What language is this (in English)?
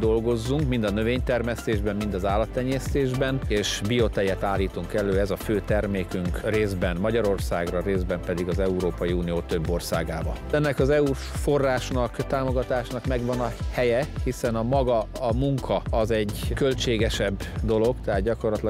Hungarian